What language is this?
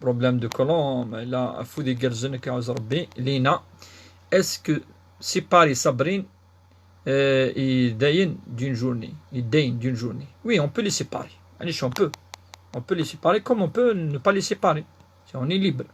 Kabyle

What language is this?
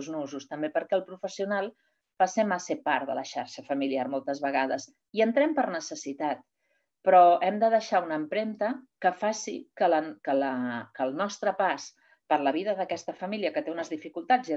Catalan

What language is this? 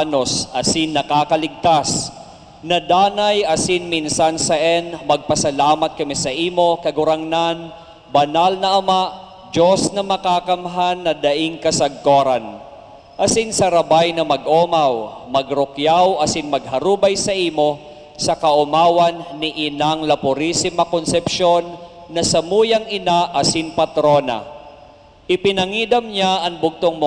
Bikol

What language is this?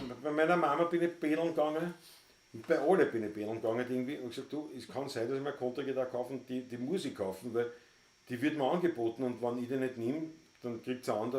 Bavarian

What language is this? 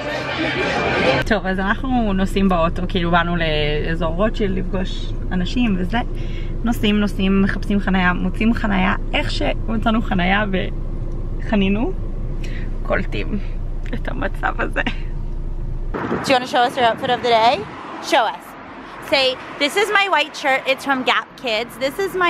Hebrew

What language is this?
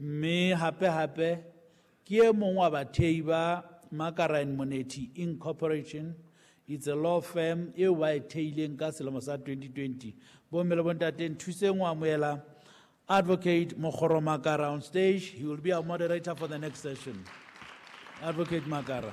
Southern Sotho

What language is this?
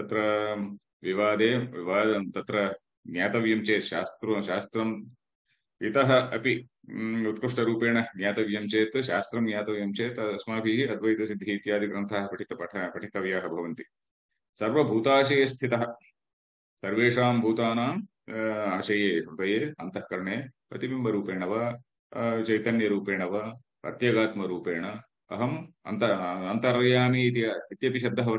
Sanskrit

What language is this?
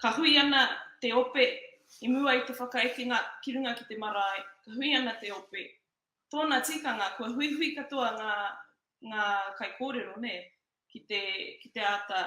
Māori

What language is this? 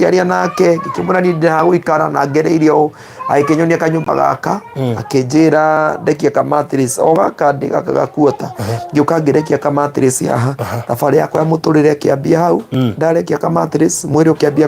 Kikuyu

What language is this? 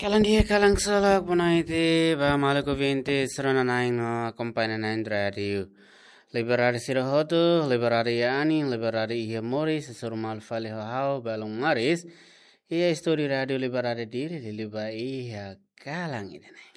Tetum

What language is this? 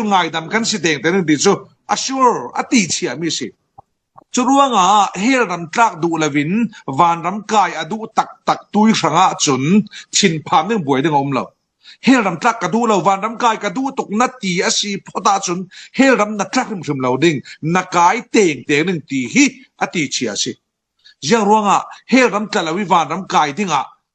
Falam Chin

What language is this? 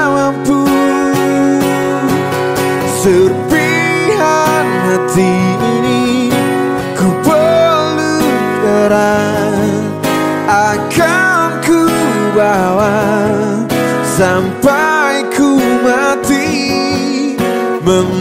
Indonesian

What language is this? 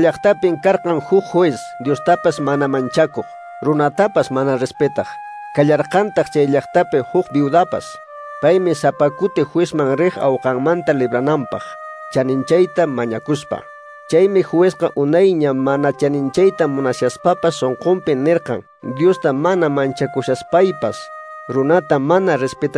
Quechua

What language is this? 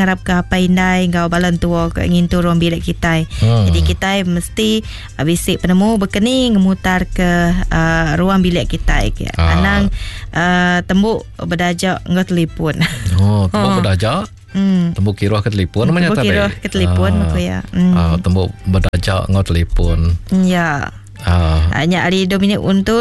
Iban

